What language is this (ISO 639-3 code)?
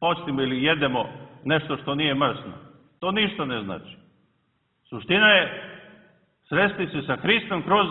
srp